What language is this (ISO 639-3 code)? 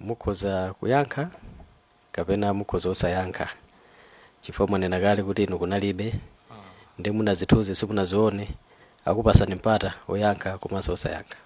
nya